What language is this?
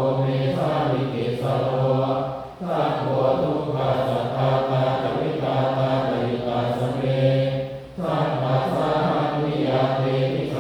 Pali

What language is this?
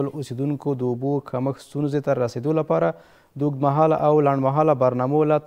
Pashto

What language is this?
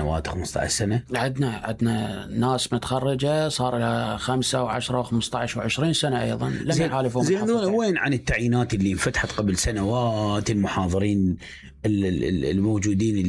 Mesopotamian Arabic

